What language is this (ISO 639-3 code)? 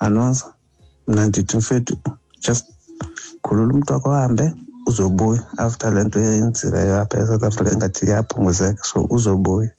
xho